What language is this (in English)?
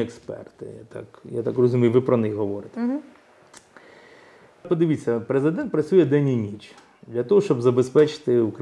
Ukrainian